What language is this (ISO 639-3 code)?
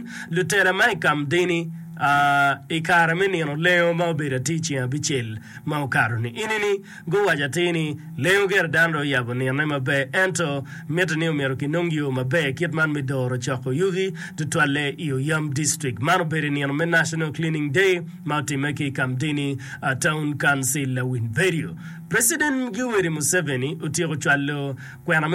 ach